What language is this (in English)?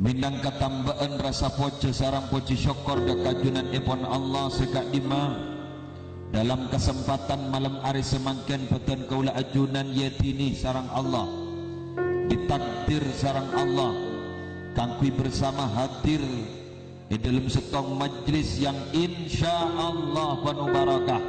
Madurese